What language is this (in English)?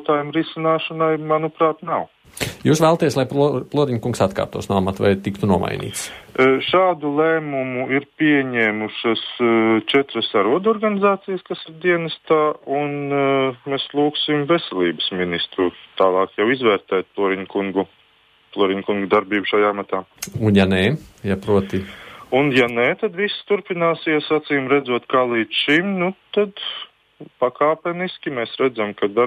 Latvian